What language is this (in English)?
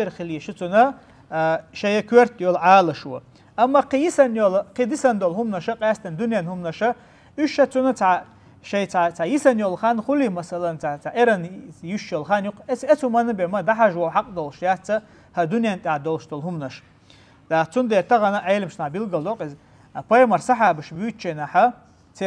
Chechen